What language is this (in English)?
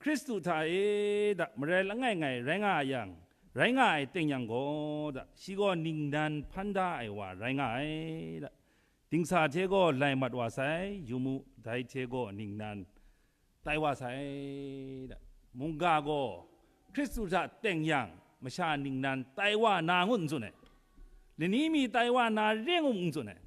Kachin